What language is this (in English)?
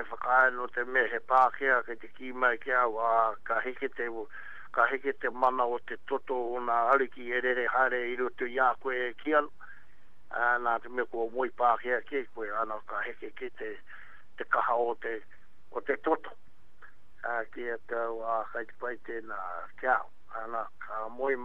Māori